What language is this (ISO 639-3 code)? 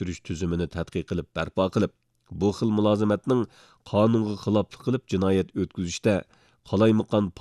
uig